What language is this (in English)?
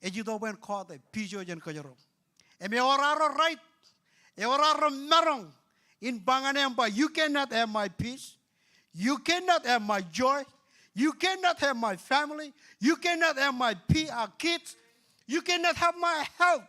Marshallese